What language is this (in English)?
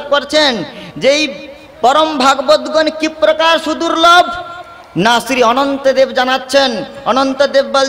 Bangla